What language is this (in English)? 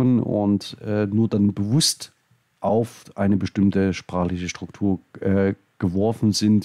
German